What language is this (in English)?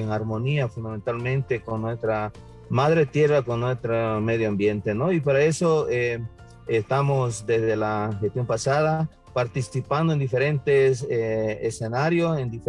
Spanish